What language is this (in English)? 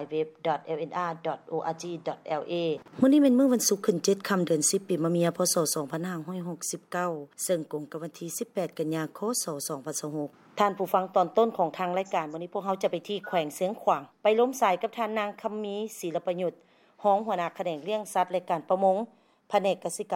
Lao